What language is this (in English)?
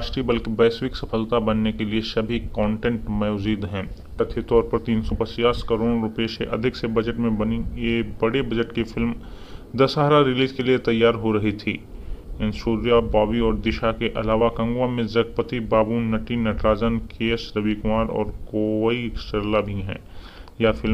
Hindi